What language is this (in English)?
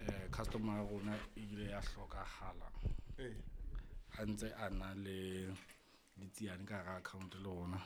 Southern Sotho